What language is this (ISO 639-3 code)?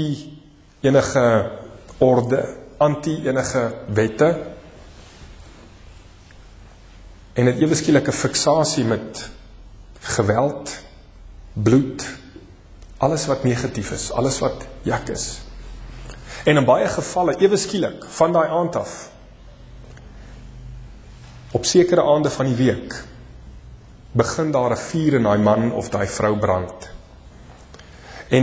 afr